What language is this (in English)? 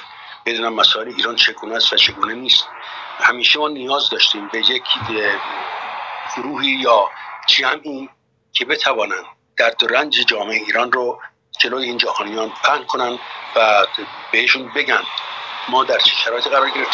Persian